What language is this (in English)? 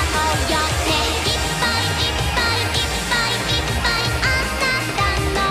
Japanese